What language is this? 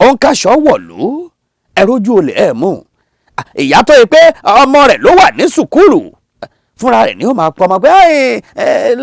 Yoruba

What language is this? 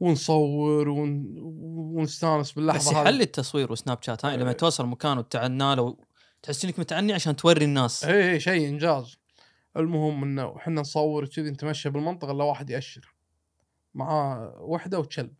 Gulf Arabic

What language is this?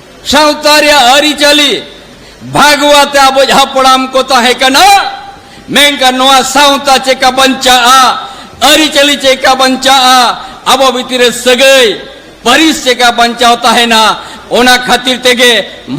Santali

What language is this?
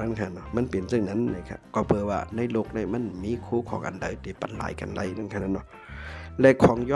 Shan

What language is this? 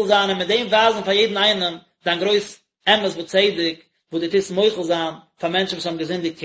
Yiddish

